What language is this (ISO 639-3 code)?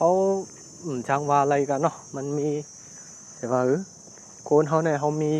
shn